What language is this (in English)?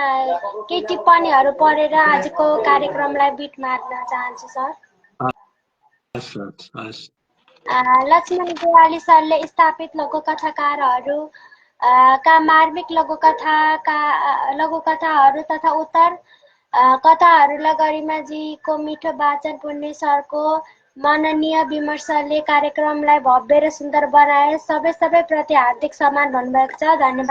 Nepali